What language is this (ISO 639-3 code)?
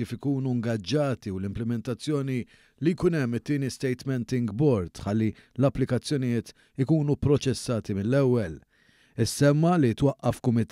mlt